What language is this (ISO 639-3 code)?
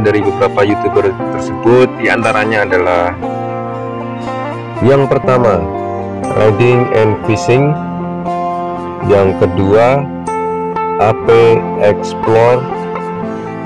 ind